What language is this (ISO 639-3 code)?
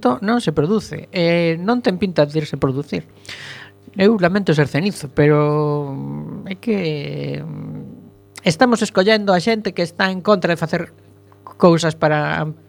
glg